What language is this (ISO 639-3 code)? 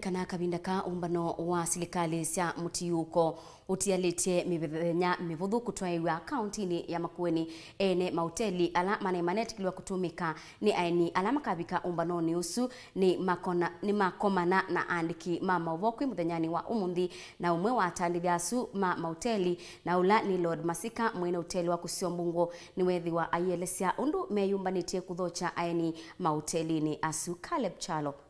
kam